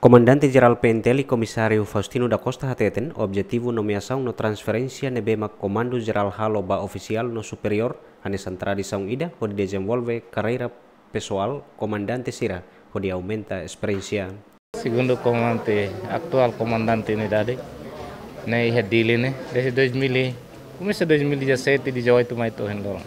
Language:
Tetum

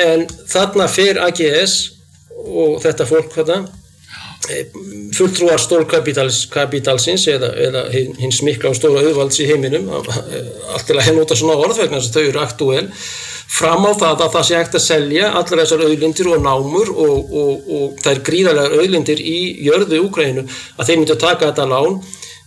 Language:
Icelandic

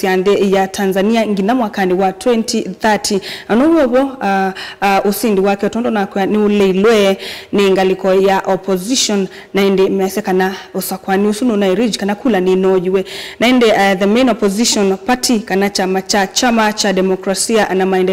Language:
Kamba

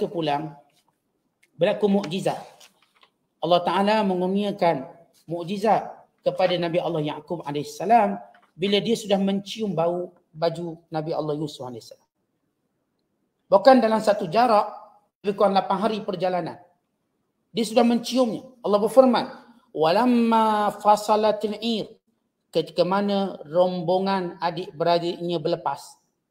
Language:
Malay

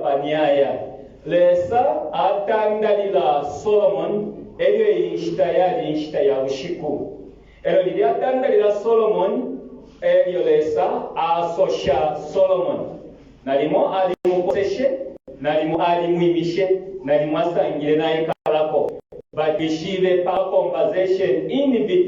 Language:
Bemba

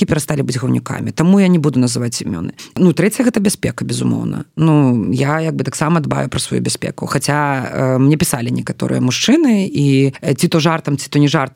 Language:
Belarusian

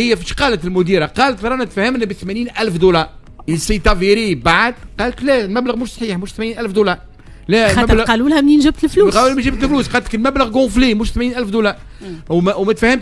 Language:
Tunisian Arabic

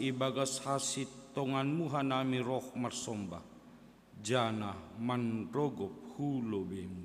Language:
Batak Simalungun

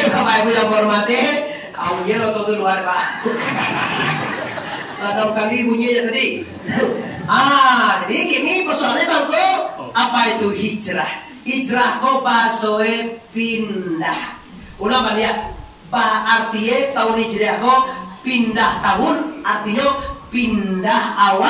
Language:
Minangkabau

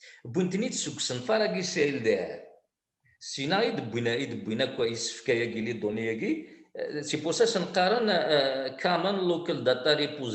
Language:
Kabyle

